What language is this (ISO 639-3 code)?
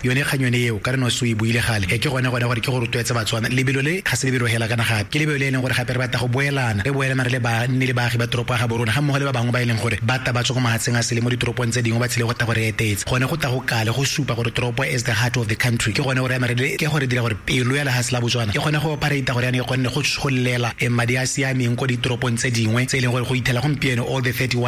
tsn